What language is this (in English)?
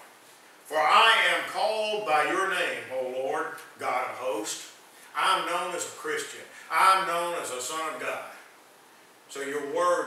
English